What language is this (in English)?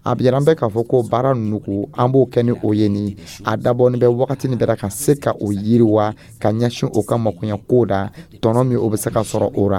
Dyula